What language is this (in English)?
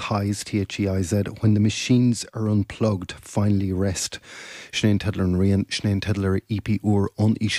Irish